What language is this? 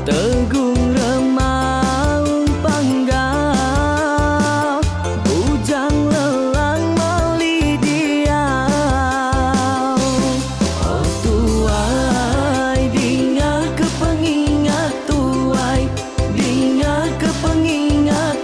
Iban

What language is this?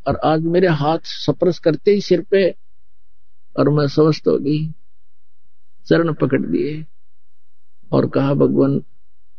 Hindi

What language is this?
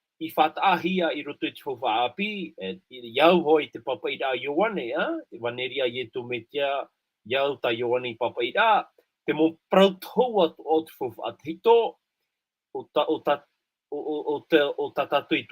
Tahitian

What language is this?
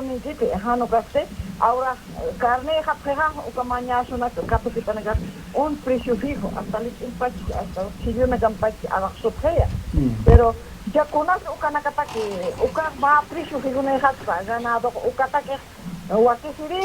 Aymara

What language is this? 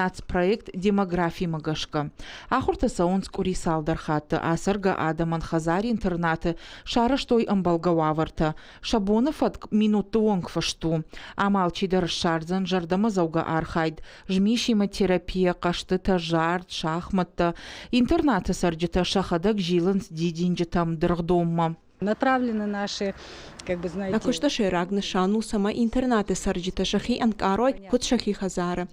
Ossetic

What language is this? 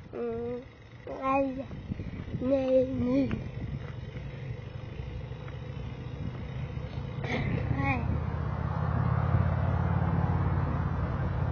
Swedish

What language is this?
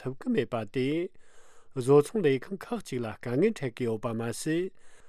Tibetan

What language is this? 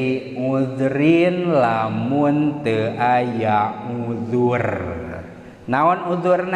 Sundanese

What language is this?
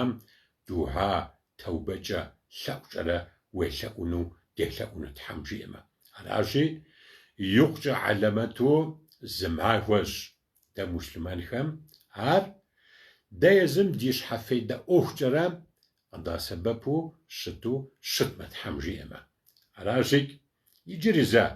Kabardian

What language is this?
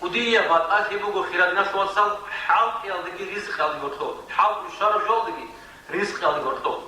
Avaric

